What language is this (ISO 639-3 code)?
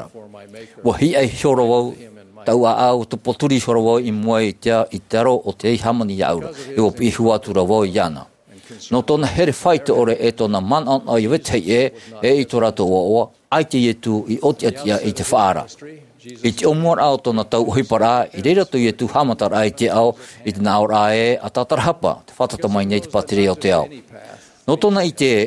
tah